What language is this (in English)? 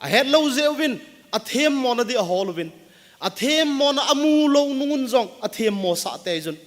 Thado Chin